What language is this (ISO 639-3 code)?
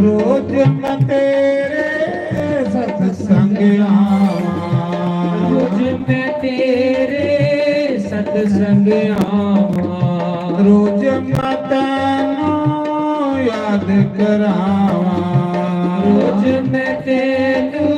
doi